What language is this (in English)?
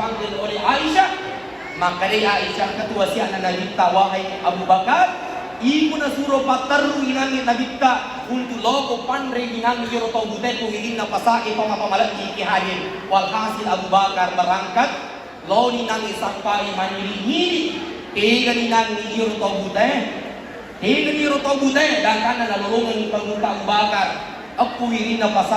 Buginese